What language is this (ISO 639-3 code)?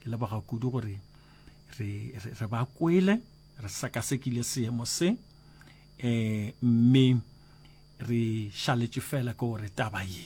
nso